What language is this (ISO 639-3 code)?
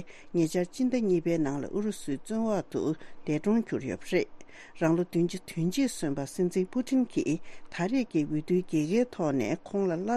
bod